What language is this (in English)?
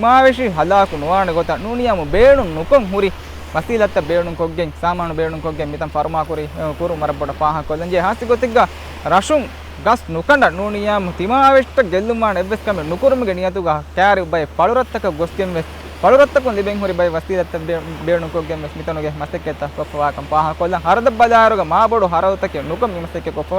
Divehi